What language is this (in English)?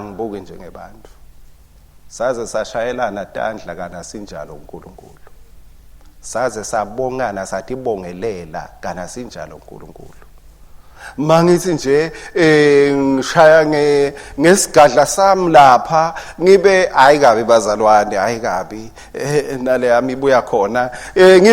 Swati